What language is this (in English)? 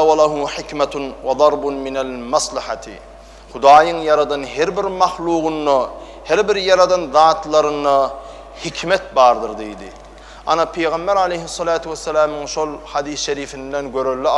Turkmen